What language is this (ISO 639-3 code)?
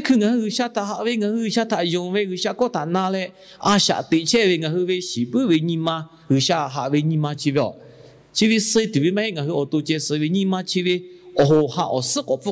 lhu